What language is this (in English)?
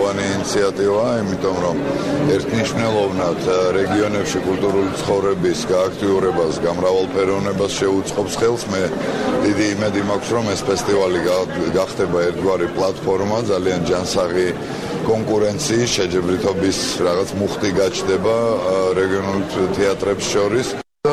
Georgian